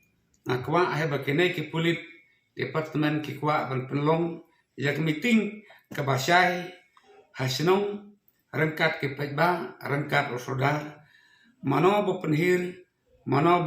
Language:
Khasi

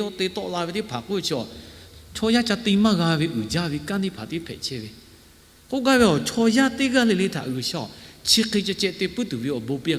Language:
Lahu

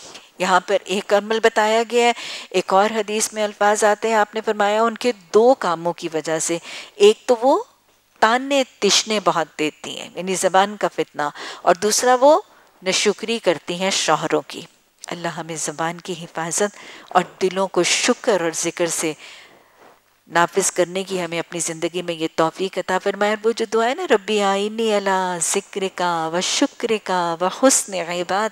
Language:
Urdu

